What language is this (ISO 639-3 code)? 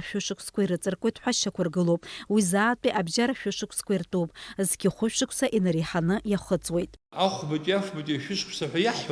abk